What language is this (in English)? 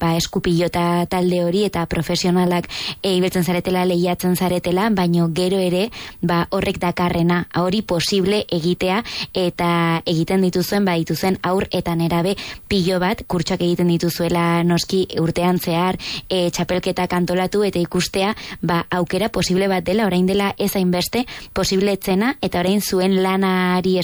Basque